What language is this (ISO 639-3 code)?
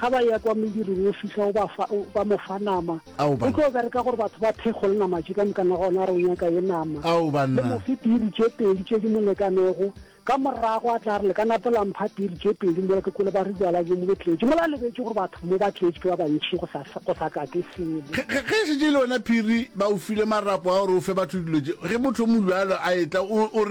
nso